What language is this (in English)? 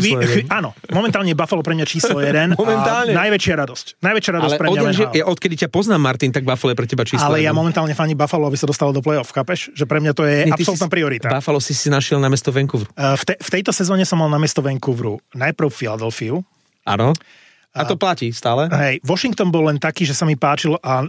Slovak